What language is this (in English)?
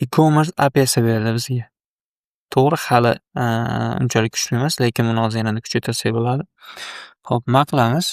Uzbek